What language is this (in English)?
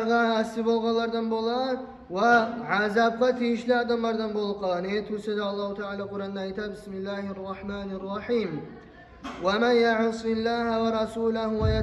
Kumyk